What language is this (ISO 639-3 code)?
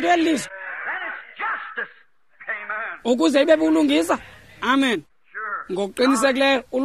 xho